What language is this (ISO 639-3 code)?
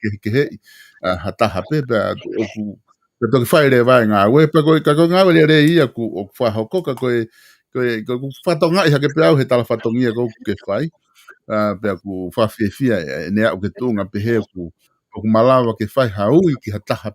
ton